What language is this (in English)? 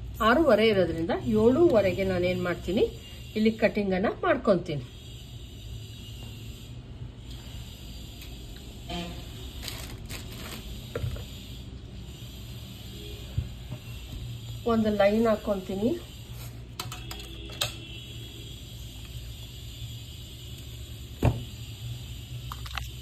Kannada